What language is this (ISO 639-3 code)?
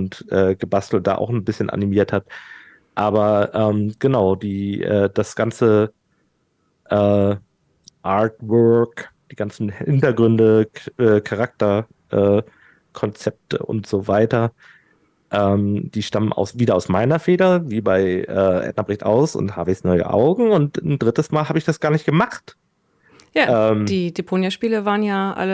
deu